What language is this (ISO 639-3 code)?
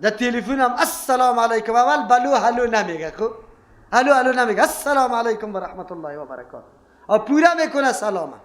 fas